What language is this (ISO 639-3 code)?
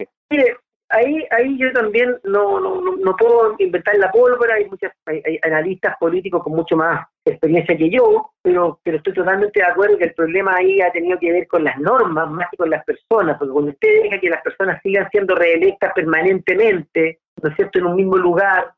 spa